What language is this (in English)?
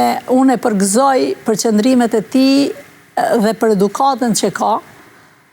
Albanian